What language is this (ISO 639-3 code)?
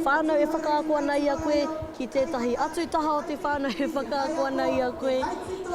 mri